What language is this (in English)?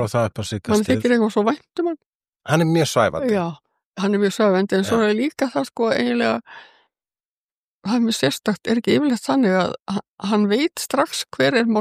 Icelandic